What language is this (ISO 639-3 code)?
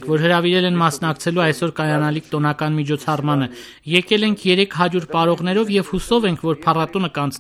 hye